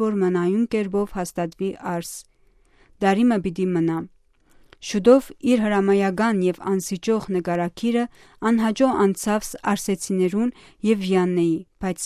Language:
Western Armenian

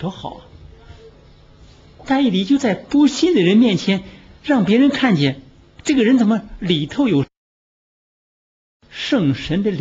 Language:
Chinese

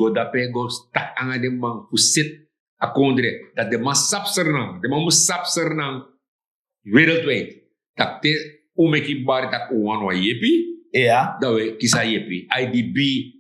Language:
Sranan Tongo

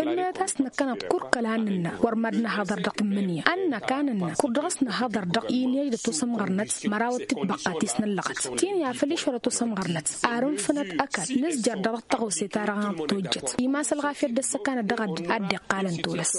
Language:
Tamasheq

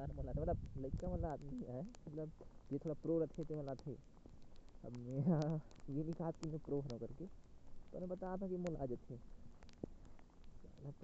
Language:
Chhattisgarhi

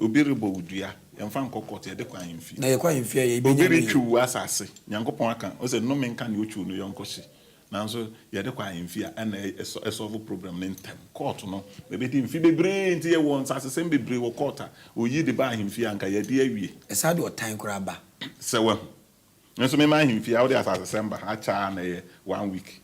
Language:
Akan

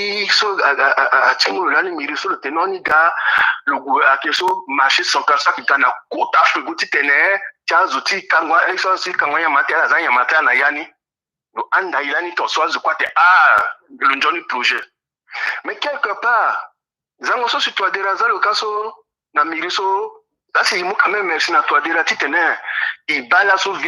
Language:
Sango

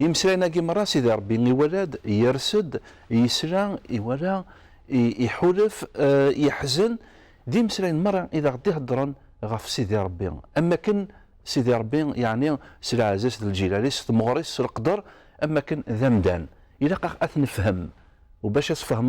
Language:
Kabyle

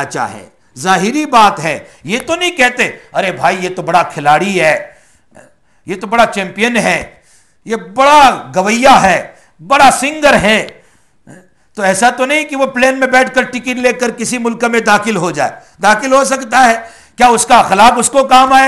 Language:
Urdu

